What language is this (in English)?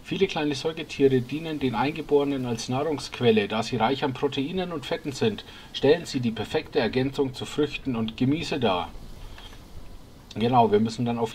German